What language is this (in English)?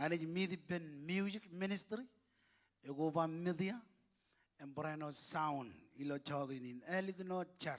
Marshallese